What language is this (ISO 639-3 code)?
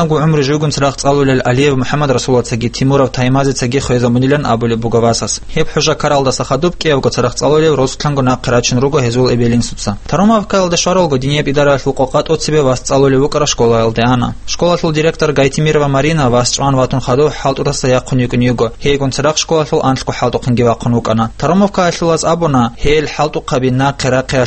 ava